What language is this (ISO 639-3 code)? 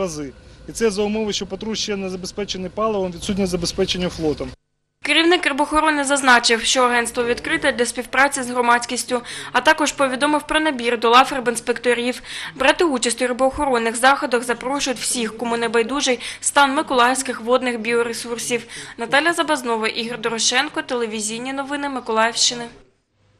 ukr